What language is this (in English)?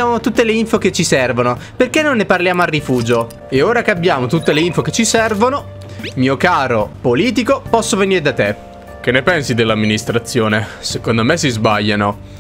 Italian